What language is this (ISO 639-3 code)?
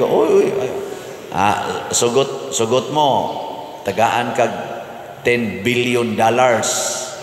ceb